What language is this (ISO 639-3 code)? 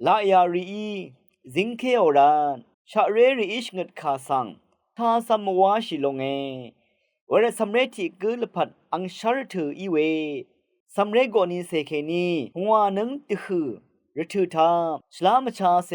raw